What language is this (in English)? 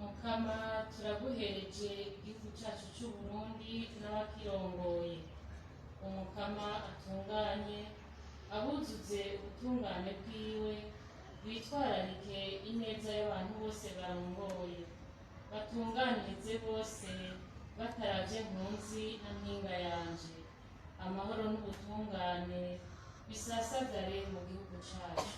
Rundi